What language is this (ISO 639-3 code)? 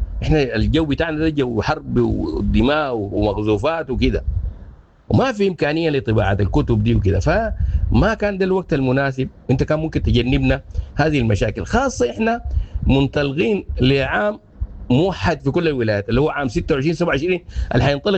apd